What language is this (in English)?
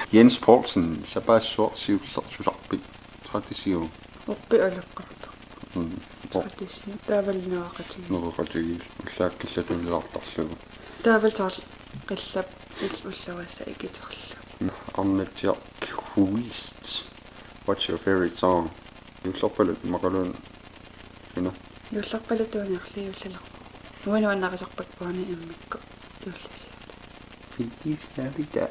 Kalaallisut